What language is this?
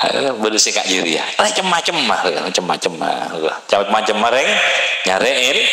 Madurese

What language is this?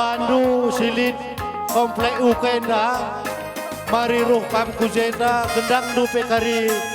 Batak Karo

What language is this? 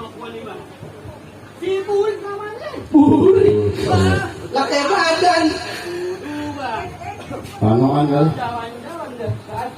Betawi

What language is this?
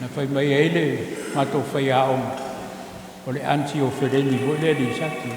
Samoan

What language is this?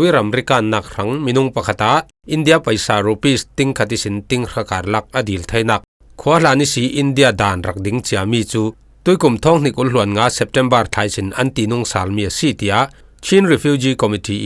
Falam Chin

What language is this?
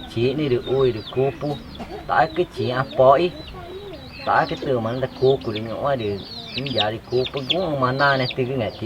Ticuna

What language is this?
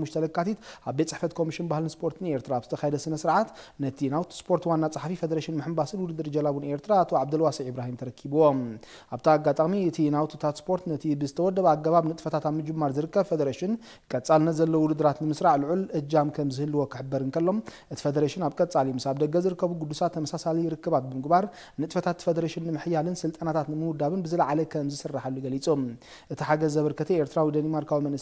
Tigrinya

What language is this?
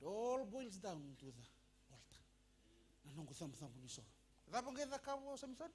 Fijian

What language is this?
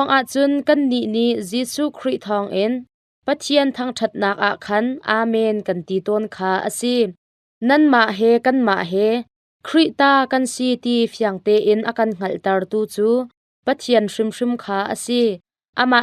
Hakha Chin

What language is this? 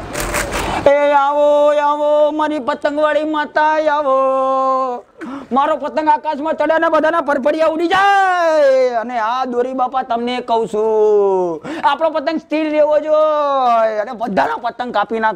Gujarati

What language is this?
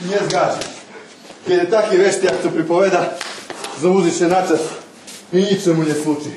Rusyn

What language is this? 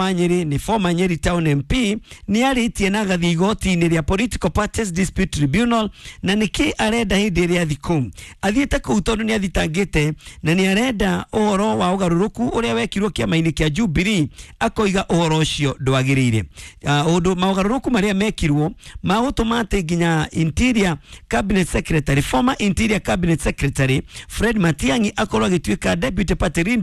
Kikuyu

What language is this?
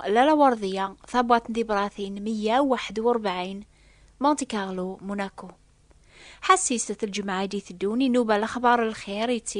Kabyle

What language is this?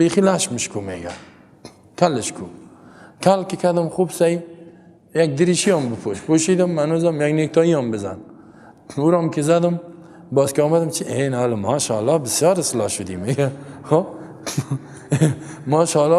Persian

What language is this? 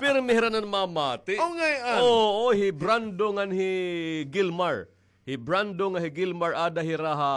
Waray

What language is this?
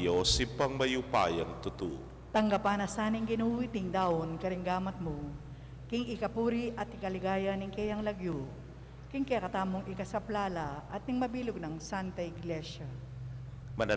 Pampanga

